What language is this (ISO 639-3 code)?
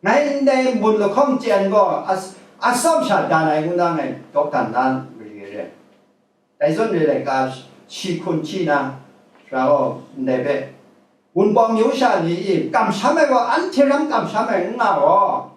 kac